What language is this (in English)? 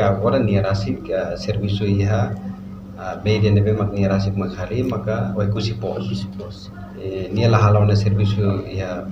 Tetum